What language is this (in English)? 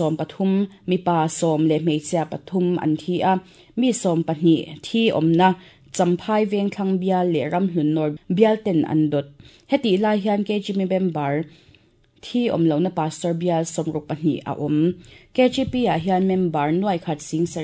Mizo